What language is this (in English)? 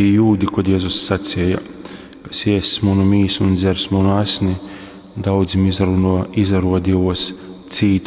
Latgalian